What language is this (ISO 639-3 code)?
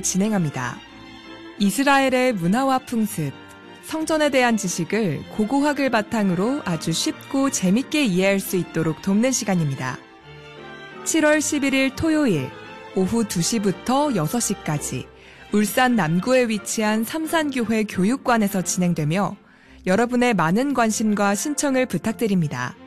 kor